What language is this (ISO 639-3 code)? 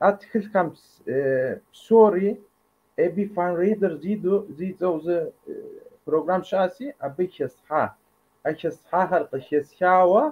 kbd